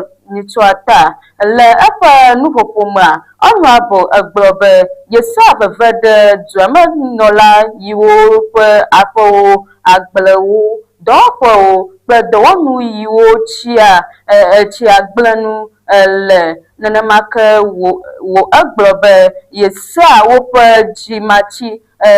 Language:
Ewe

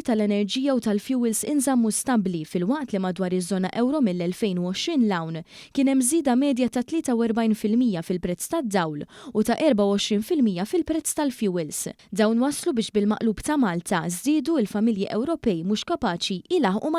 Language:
Maltese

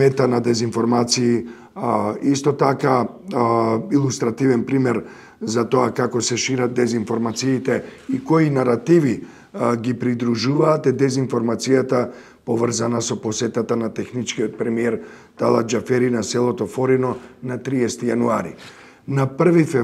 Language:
Macedonian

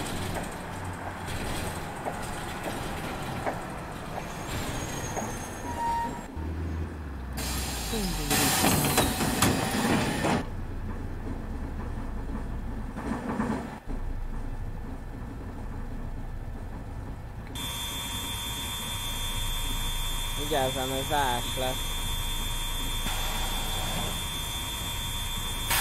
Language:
Hungarian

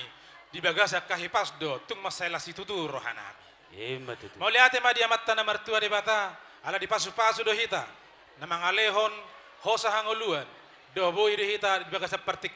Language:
Batak Toba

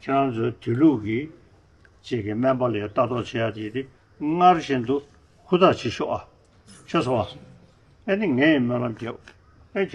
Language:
Tibetan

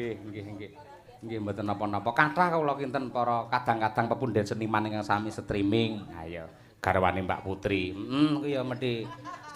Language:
Javanese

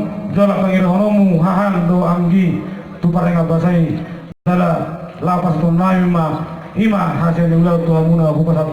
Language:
Batak Toba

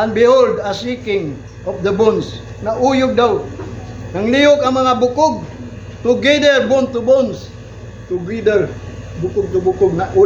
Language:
Cebuano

